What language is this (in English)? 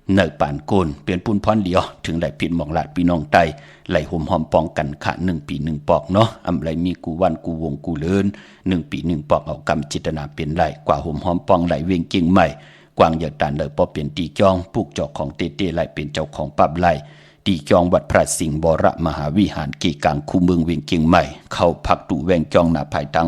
Shan